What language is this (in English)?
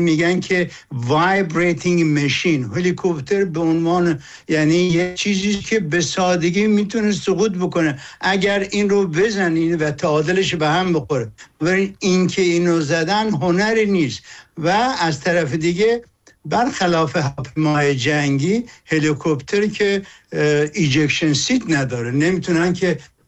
Persian